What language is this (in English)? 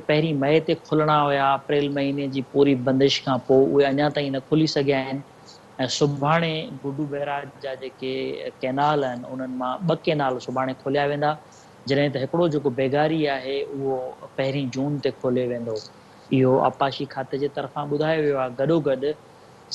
Sindhi